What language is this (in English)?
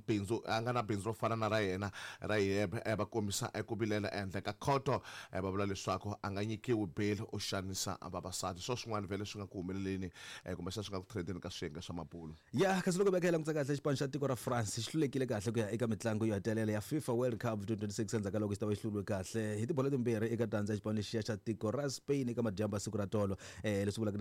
Tsonga